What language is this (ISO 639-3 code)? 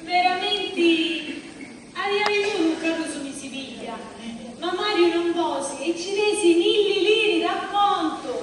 scn